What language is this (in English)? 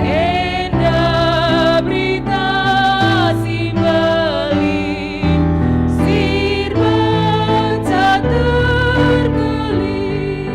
Batak Karo